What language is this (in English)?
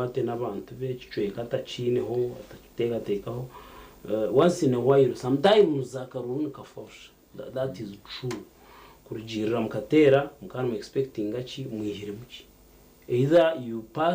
Nyankole